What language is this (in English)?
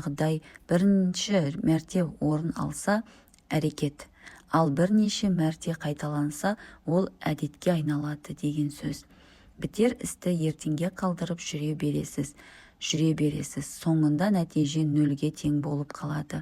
Kazakh